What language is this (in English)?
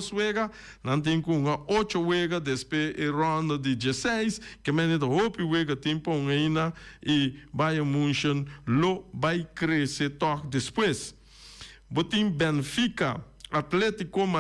Papiamento